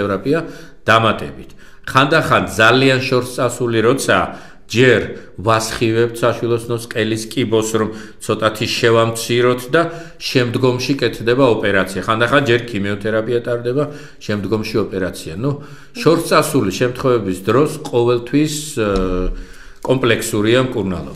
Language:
Georgian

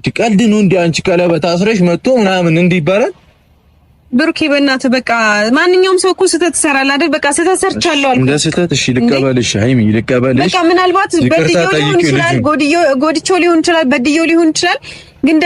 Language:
Amharic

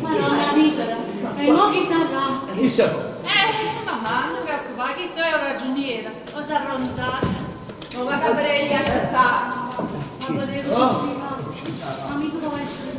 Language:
Neapolitan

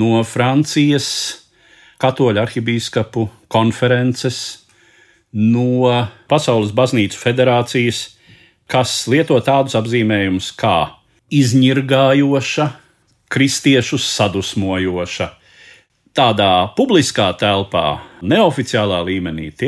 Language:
Latvian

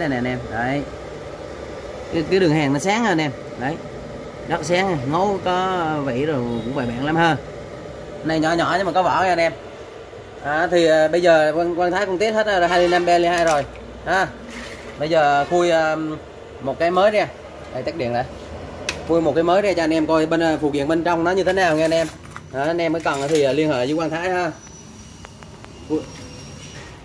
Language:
Vietnamese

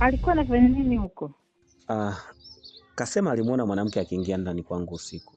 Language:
Swahili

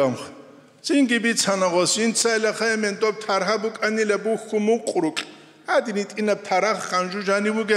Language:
Avaric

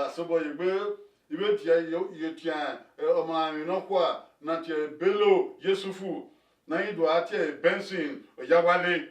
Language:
Bini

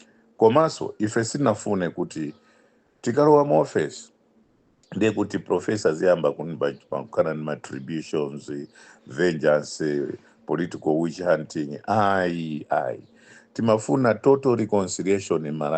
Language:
Nyanja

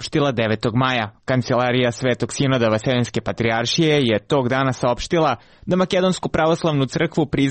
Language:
Serbian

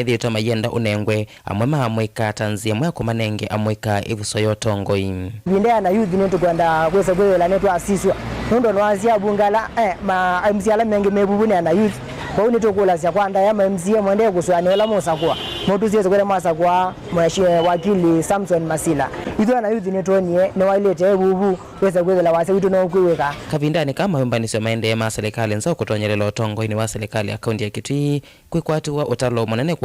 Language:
Kamba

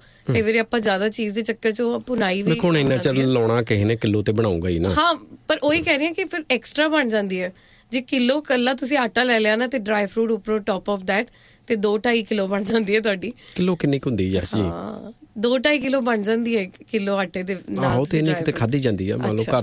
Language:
Punjabi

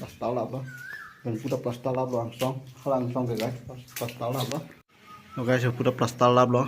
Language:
Karbi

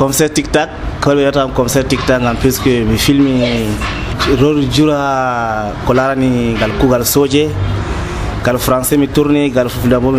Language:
Nigerian Fulfulde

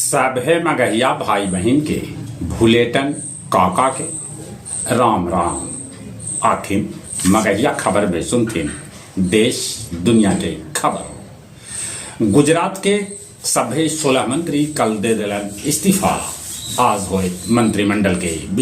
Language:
Magahi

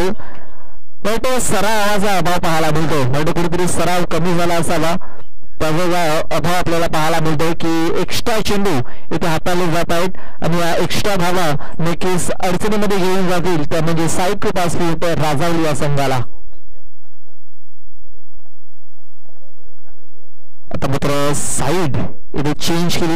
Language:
Marathi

